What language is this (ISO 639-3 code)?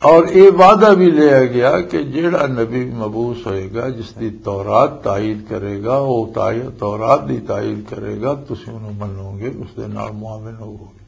lah